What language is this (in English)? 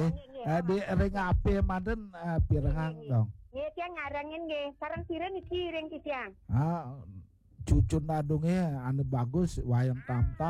Balinese